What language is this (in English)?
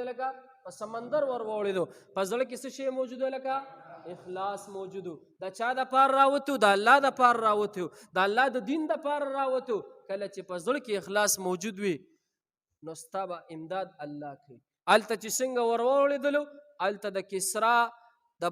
Pashto